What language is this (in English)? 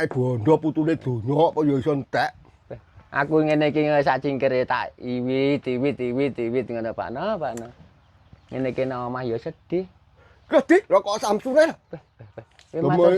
Javanese